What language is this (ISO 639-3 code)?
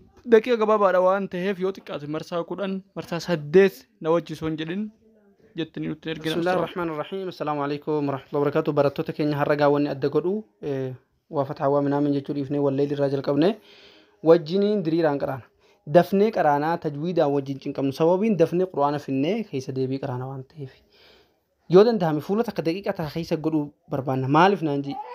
orm